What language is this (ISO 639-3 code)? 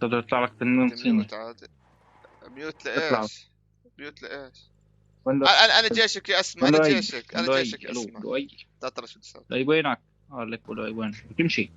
apc